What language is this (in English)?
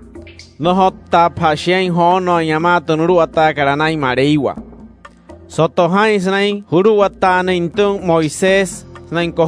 Wayuu